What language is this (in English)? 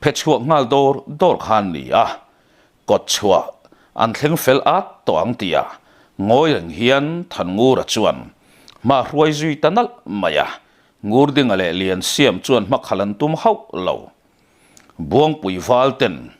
Mizo